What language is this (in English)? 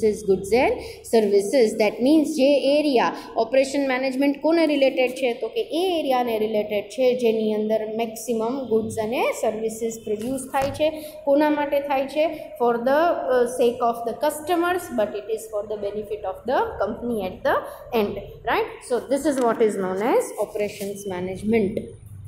Gujarati